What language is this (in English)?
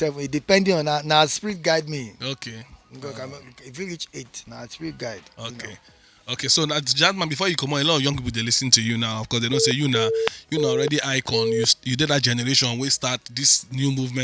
Nigerian Pidgin